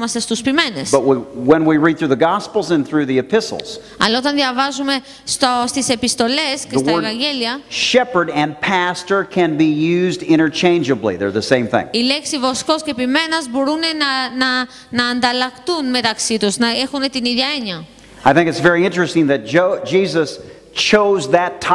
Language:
Greek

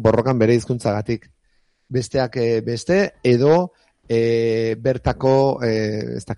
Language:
Basque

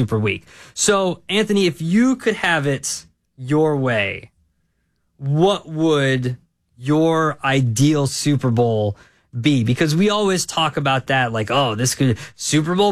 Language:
English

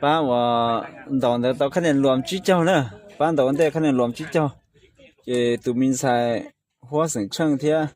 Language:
Hmong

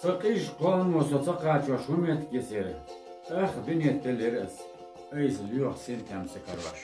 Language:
Chechen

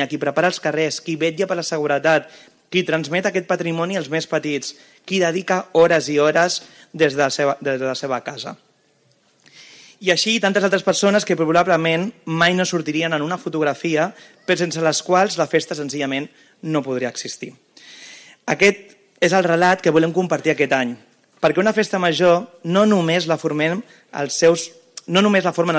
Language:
Catalan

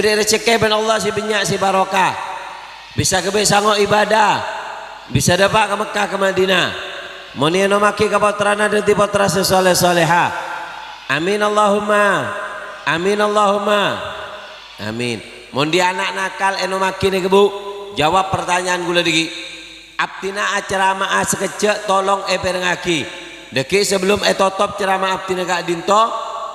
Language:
Madurese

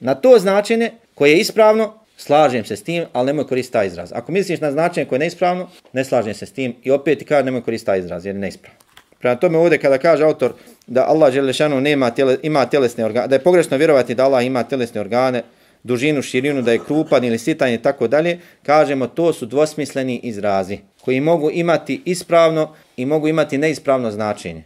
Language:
Bosnian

